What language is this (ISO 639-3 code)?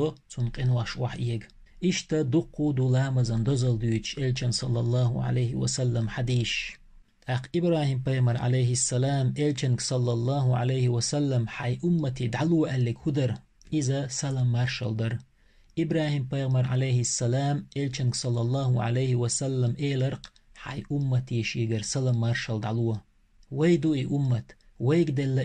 che